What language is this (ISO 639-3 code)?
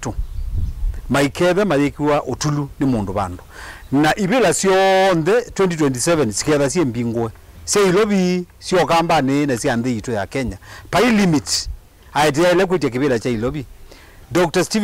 kam